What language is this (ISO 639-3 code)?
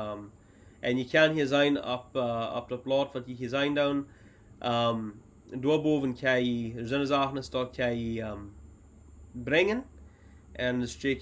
pdt